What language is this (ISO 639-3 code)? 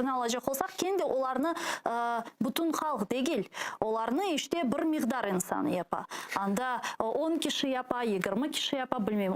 crh